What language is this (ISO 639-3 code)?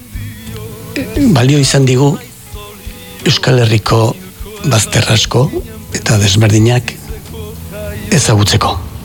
eus